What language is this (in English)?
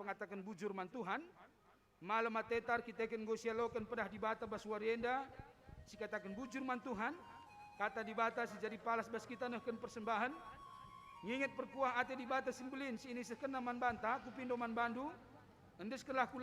Batak Karo